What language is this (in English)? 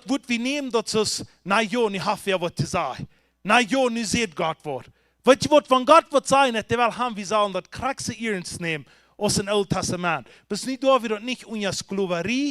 Plautdietsch